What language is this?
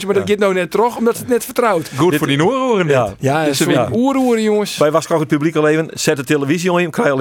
Western Frisian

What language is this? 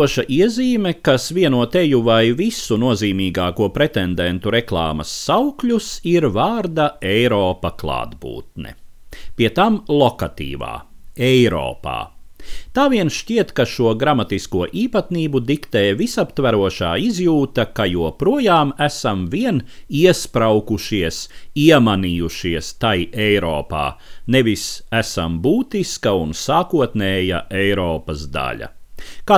Latvian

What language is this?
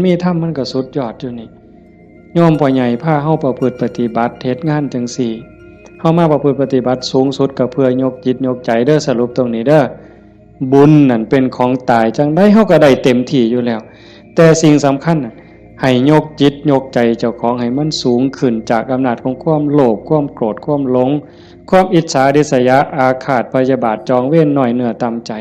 Northeastern Thai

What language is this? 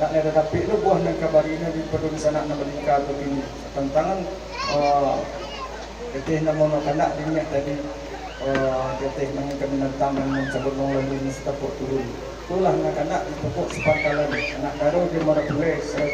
Minangkabau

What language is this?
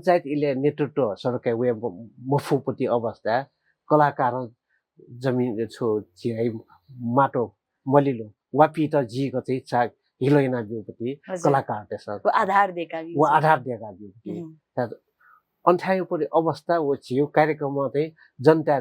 Newari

